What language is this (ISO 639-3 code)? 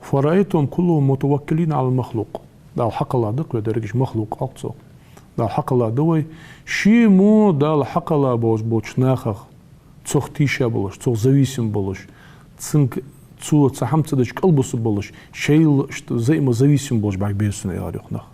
inh